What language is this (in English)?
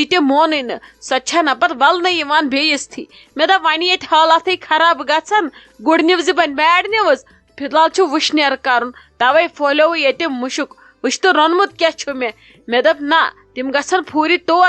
Kashmiri